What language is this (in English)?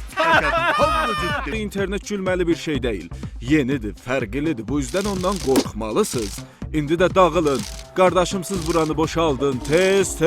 South Azerbaijani